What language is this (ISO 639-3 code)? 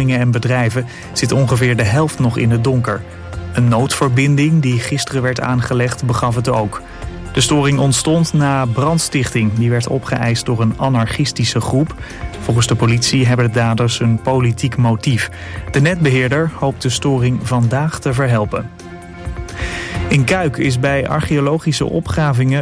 nld